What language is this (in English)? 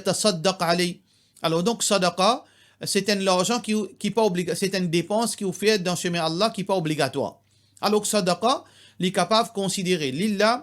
Morisyen